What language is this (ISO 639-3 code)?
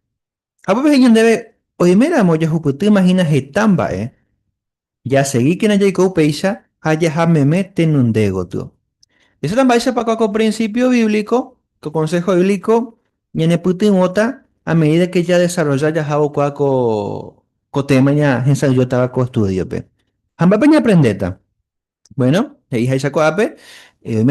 grn